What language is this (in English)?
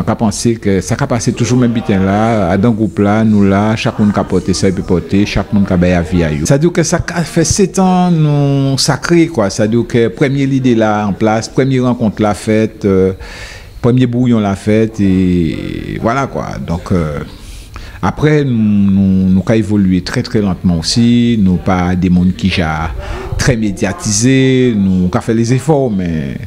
Guadeloupean Creole French